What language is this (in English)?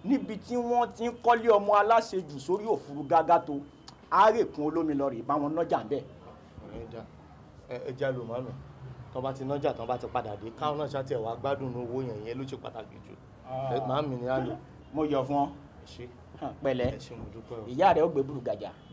Yoruba